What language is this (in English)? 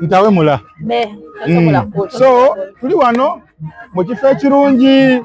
Soga